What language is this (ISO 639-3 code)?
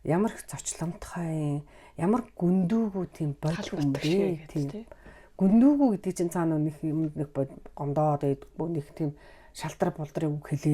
mon